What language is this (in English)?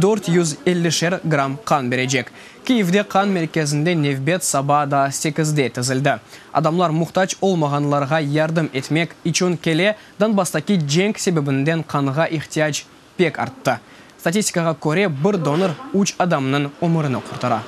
Crimean Tatar